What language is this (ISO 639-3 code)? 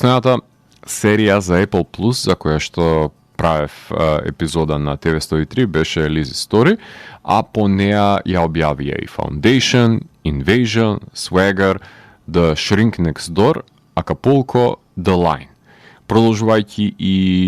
mkd